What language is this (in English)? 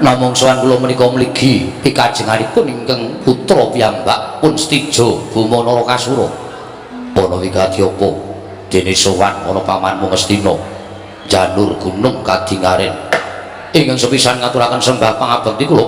Javanese